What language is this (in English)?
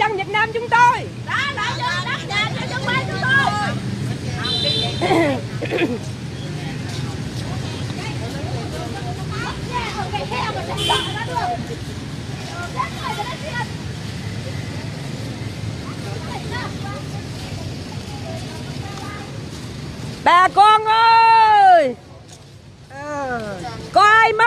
Vietnamese